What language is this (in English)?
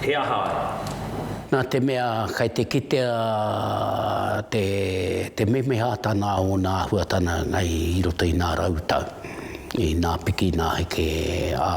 Māori